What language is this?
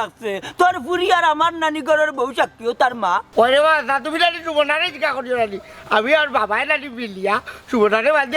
Sylheti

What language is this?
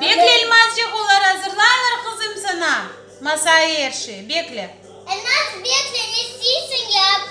Crimean Tatar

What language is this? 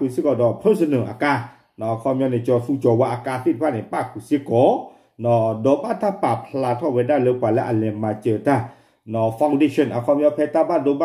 S'gaw Karen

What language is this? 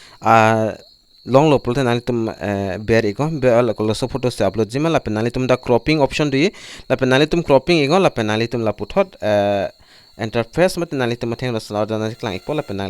Karbi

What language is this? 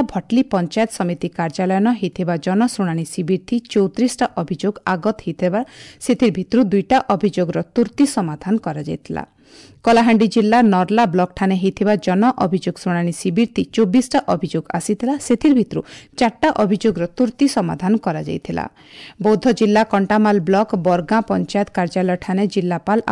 Odia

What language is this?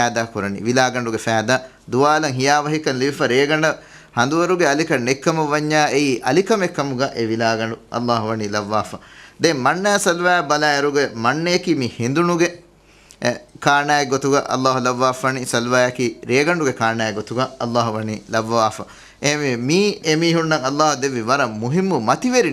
Divehi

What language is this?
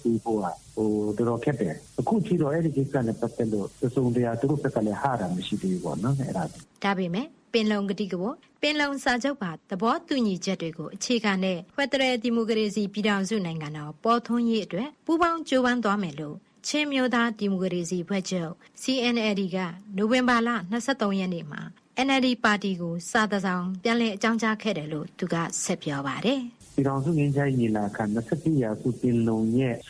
Burmese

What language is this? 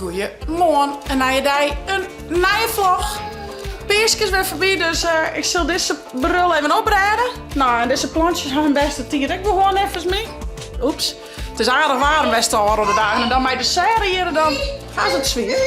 Western Frisian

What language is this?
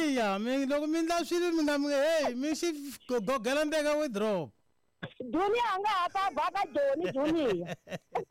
Tsonga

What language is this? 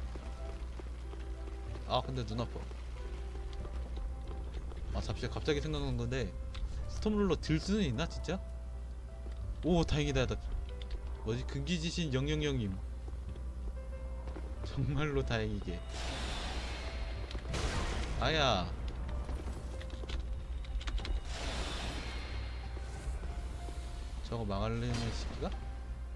Korean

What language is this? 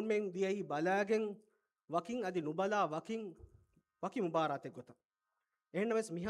Divehi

